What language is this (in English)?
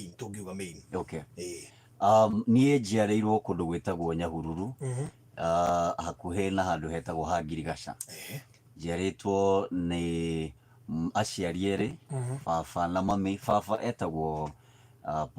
Kikuyu